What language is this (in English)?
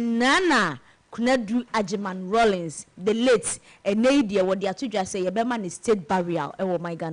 Akan